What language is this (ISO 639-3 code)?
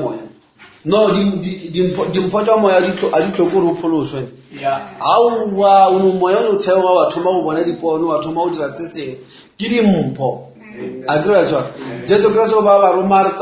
nso